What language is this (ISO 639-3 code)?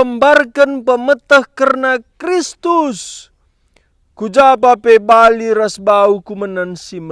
btx